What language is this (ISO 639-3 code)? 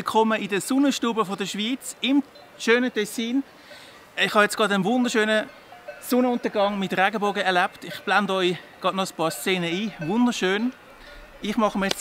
gsw